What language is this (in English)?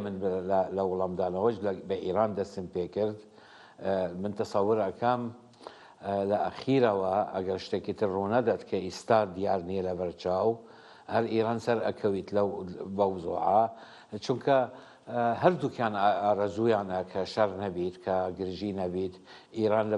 Central Kurdish